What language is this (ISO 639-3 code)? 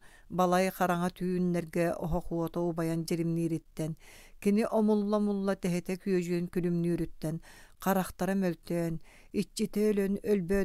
sah